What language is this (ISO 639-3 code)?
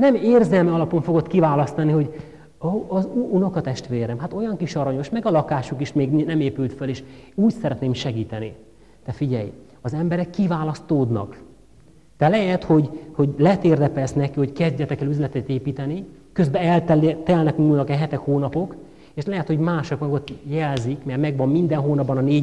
hun